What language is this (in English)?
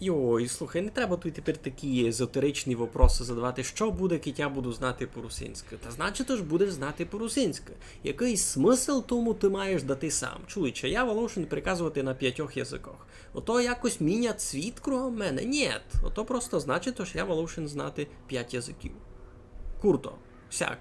Rusyn